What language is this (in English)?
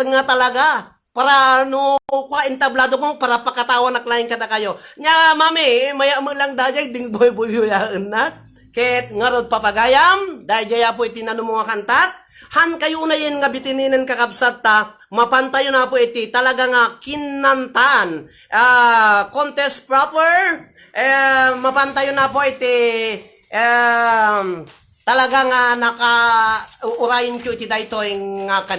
Iloko